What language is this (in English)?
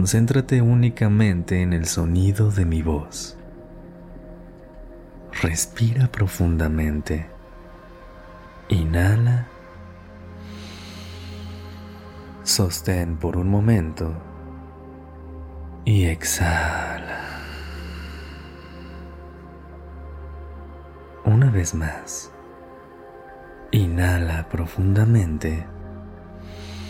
Spanish